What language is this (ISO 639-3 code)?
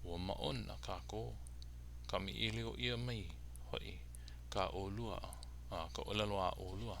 haw